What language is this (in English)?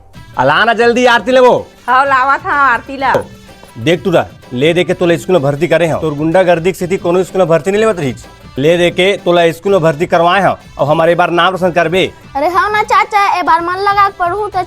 Chhattisgarhi